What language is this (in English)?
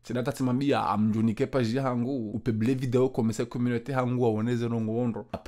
Ngazidja Comorian